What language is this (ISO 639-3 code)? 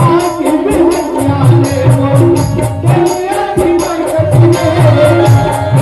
hne